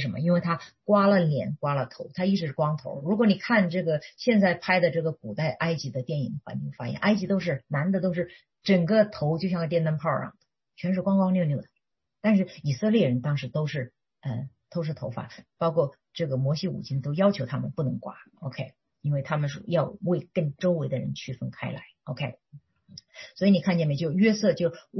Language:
Chinese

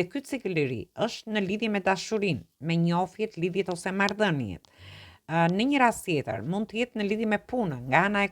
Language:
Albanian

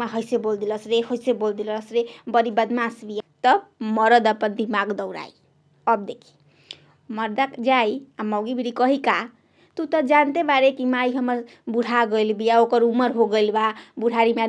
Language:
Bhojpuri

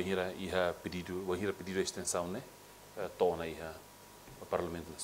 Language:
Tetum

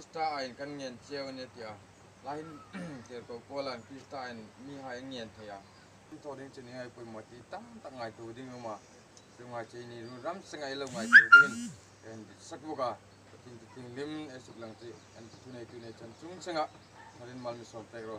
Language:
Hmar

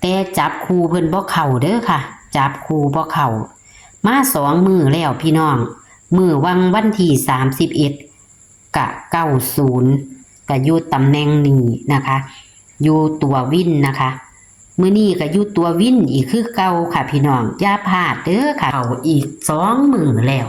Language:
Northeastern Thai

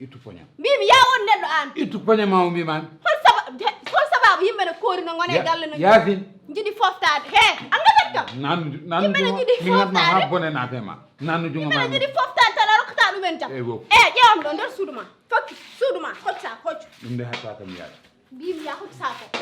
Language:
Fula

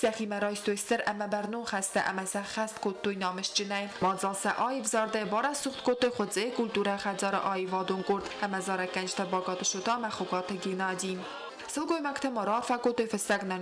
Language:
Ossetic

